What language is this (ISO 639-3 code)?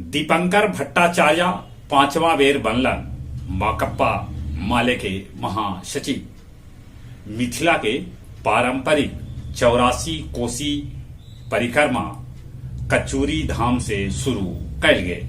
mag